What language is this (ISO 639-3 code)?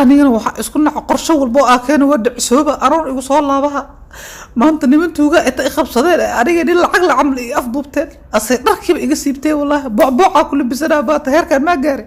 som